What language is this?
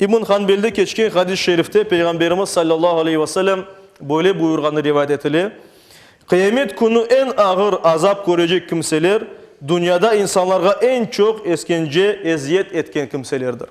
Crimean Tatar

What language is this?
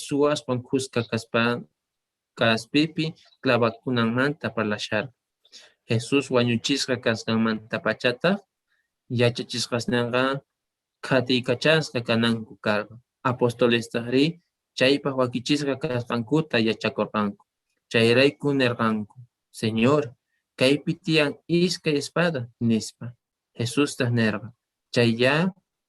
South Bolivian Quechua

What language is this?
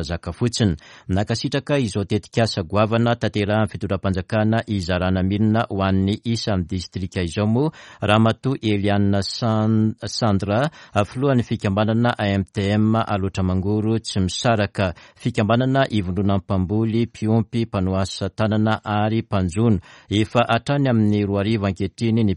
Malagasy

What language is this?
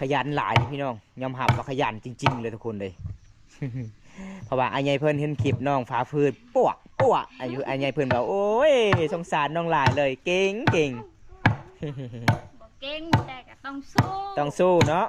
Lao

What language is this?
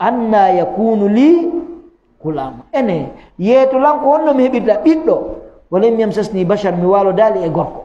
Fula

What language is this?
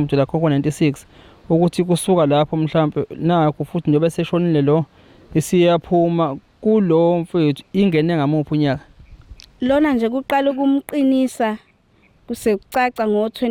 Zulu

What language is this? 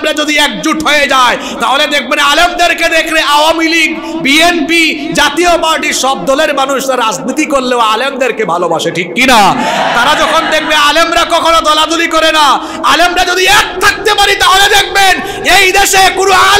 Bangla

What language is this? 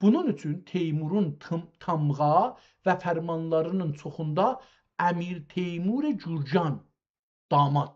South Azerbaijani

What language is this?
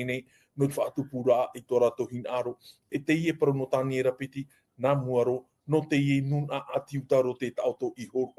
Tahitian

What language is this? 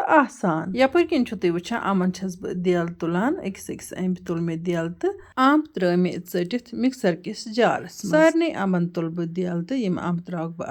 Kashmiri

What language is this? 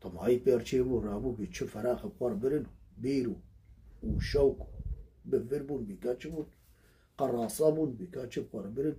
Kurdish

